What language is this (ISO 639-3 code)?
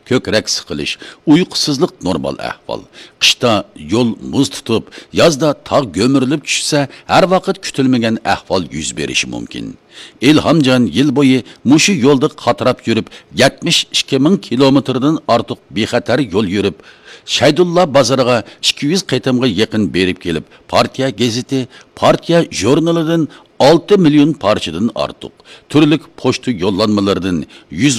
uig